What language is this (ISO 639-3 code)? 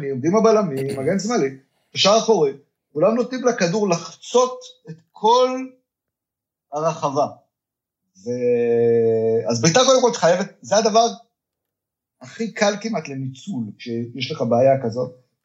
heb